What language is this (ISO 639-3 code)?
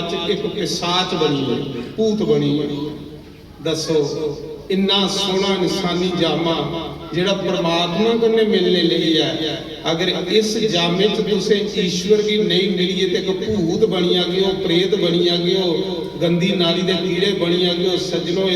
doi